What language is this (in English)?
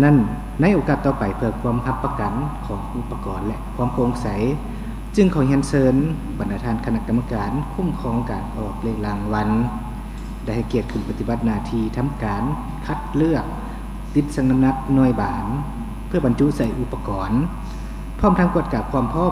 Lao